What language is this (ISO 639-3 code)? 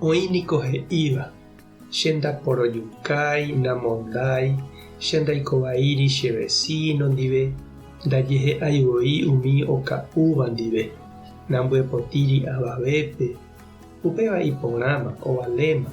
grn